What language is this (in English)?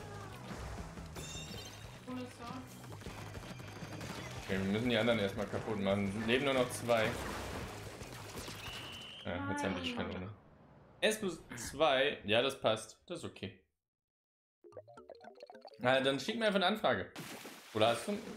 German